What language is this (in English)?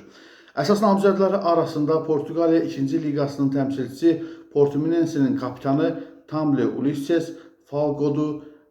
Azerbaijani